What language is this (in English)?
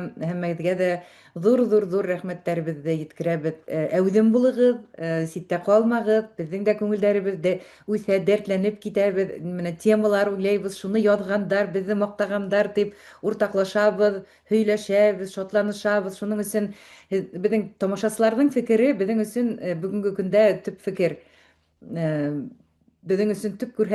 Bashkir